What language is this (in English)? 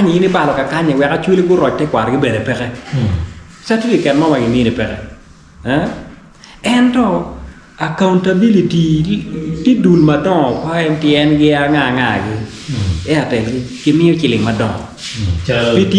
Acoli